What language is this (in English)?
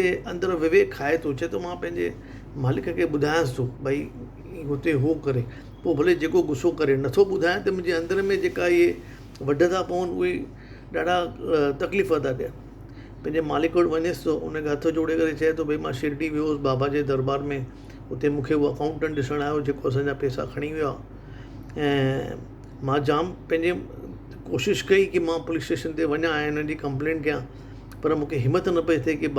Sindhi